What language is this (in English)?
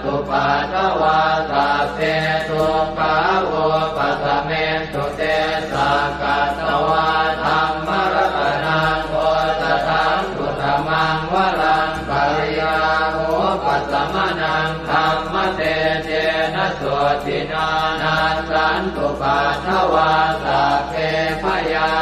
Pali